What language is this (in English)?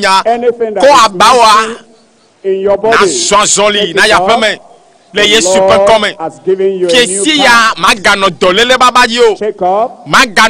Ewe